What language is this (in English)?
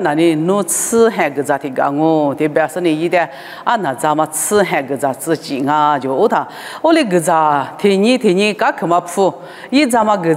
Lisu